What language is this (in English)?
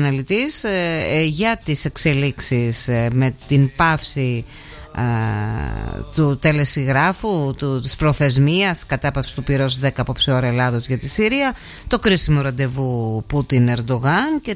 Greek